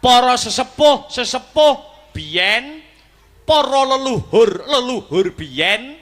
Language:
Javanese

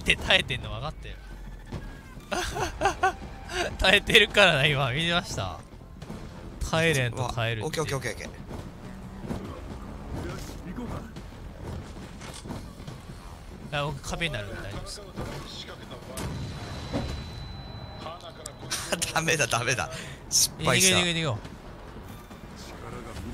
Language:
Japanese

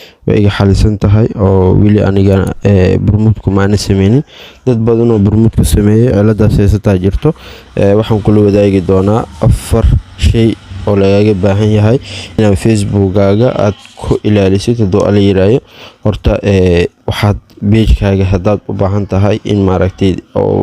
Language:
Somali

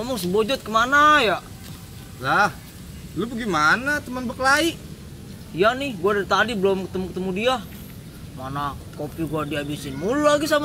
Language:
Betawi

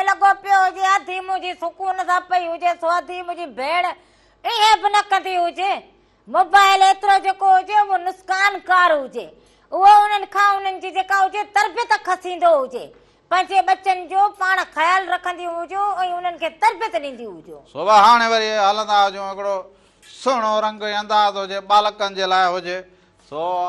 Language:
Sindhi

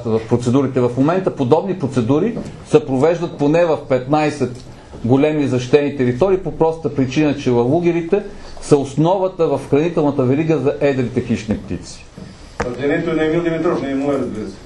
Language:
Bulgarian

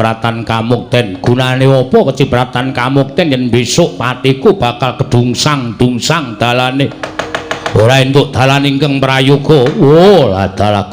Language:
Javanese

